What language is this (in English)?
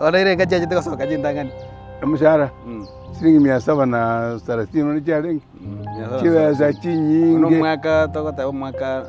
Gusii